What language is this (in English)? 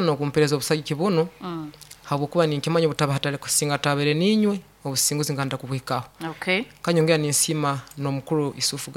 Nyoro